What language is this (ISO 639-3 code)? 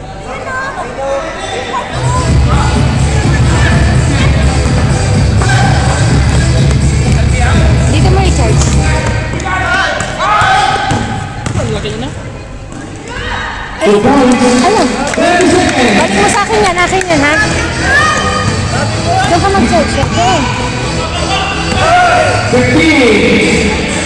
fil